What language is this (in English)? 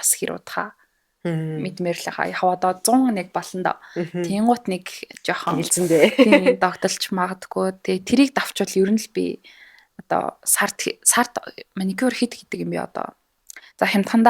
Mongolian